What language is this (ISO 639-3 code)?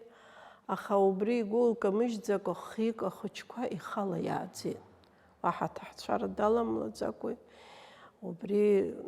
abk